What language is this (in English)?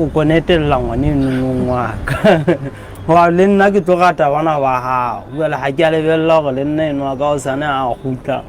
Southern Sotho